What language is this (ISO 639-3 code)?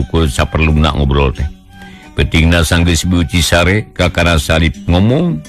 sun